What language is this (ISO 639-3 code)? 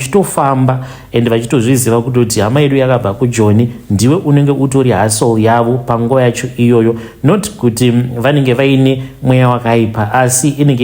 sna